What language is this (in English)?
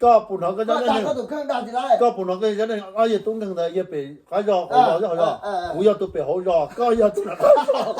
Hmong